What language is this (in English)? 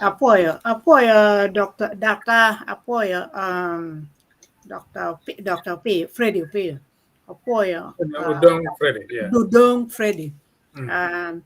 Acoli